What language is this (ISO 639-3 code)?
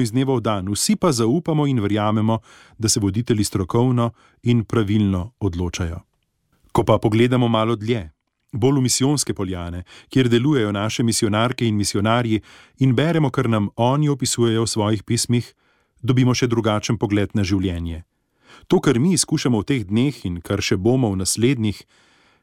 slv